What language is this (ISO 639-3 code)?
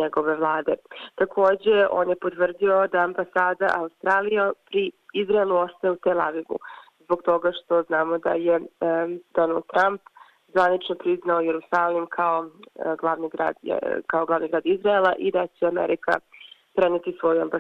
srp